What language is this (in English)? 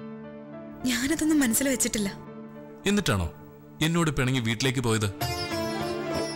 Malayalam